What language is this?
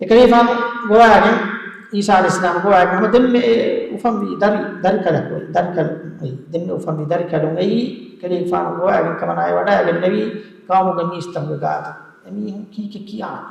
Divehi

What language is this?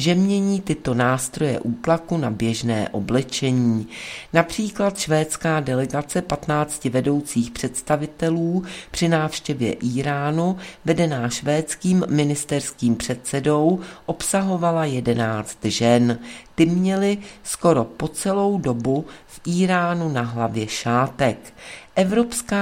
Czech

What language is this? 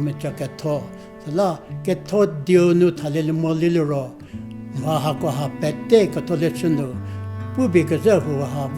Angami Naga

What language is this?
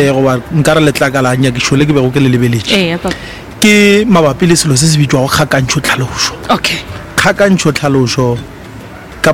Northern Sotho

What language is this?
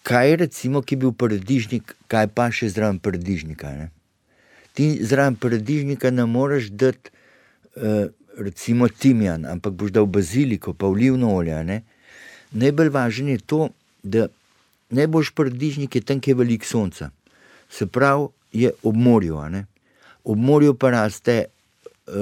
Slovenian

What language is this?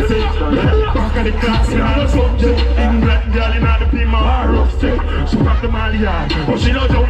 Jamaican Creole English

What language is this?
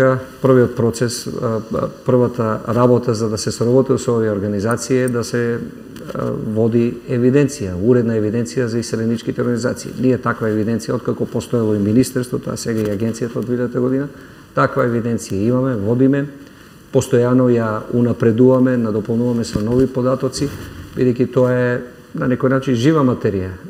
Macedonian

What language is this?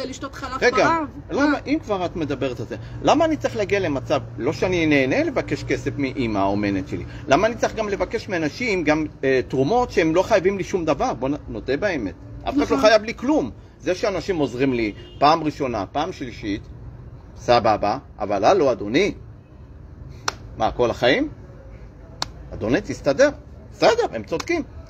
Hebrew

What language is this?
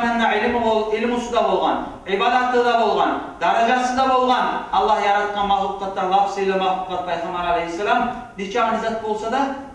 Kumyk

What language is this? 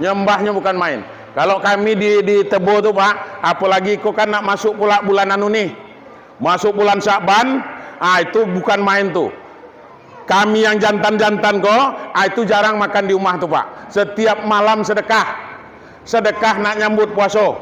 Minangkabau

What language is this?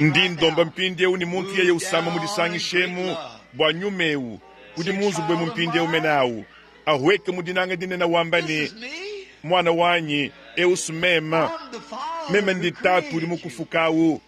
Luba-Lulua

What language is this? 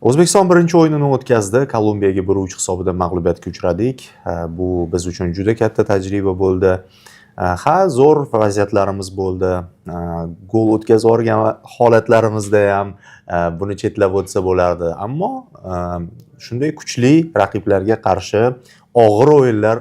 Uzbek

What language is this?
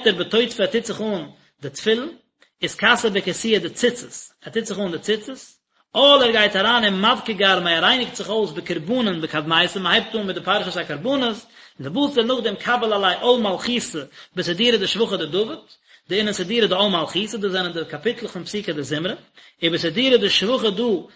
Yiddish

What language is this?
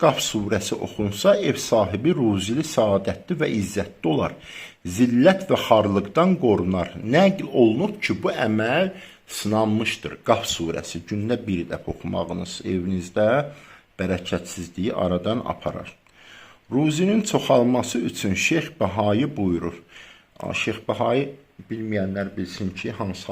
Azerbaijani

